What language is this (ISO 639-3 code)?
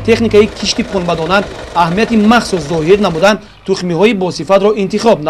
tgk